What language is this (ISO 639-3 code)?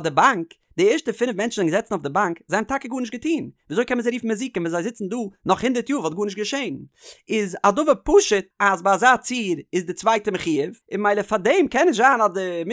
yid